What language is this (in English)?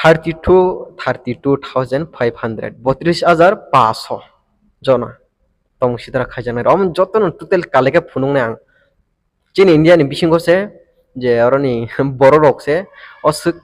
Kok Borok